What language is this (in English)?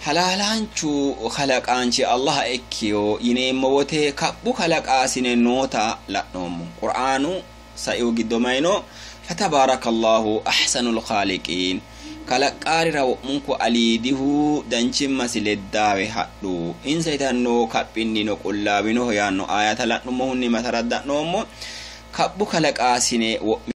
Sidamo